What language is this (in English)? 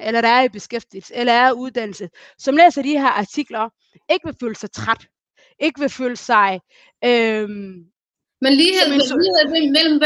Danish